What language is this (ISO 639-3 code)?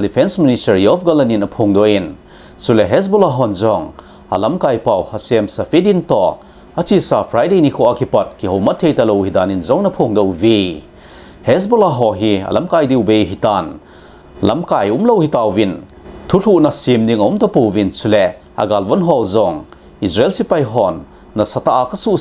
tcz